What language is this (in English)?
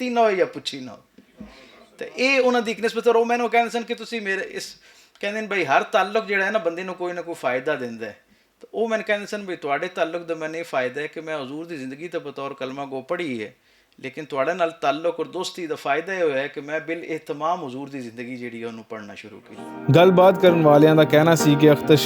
Western Panjabi